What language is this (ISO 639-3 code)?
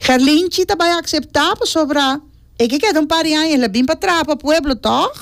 pap